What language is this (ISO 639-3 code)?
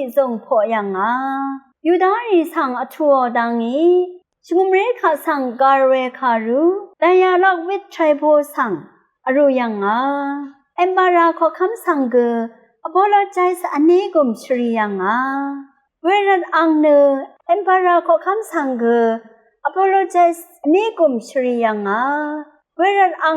raw